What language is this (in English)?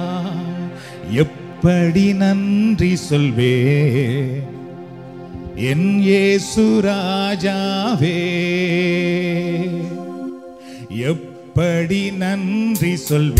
Tamil